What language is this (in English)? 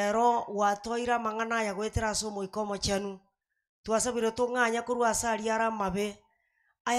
Gusii